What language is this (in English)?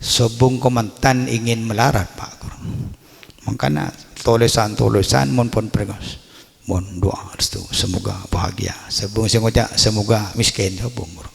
Madurese